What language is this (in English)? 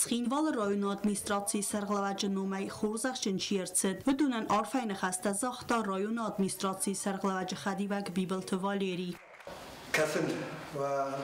Ossetic